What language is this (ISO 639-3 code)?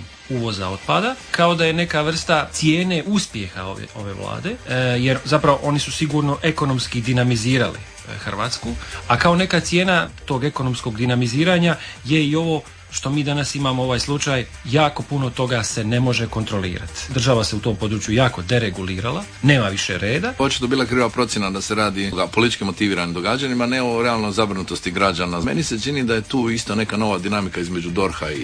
hrv